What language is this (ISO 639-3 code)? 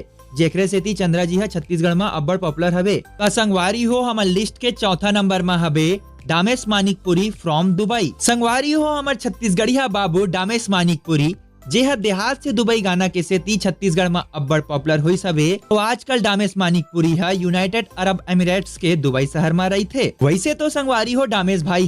hne